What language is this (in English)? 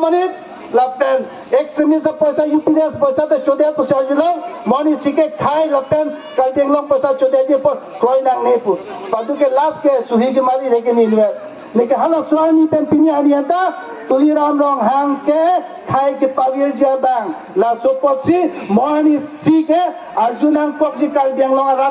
Karbi